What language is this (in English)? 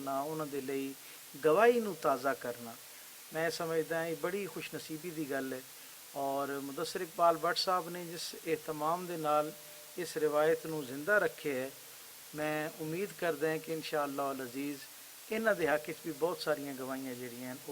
Western Panjabi